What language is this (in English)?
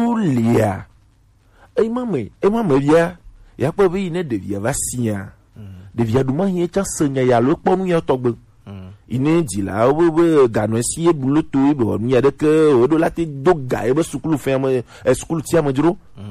Gen